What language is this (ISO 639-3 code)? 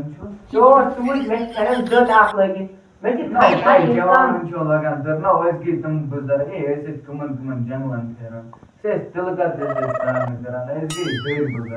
kas